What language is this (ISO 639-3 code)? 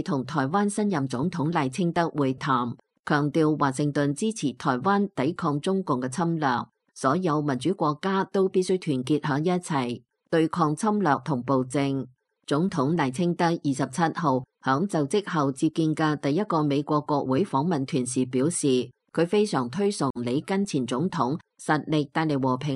yue